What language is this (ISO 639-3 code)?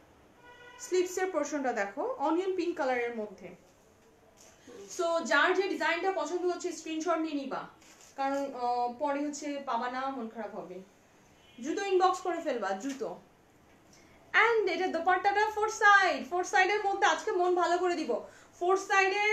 ben